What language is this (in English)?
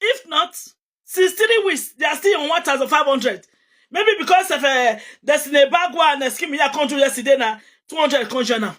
Nigerian Pidgin